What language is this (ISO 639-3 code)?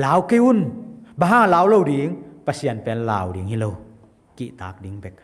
ctd